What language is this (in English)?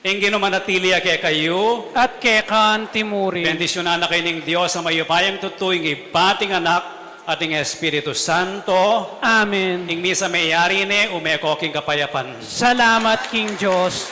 Pampanga